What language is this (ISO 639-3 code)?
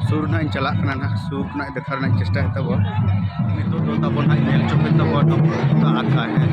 sat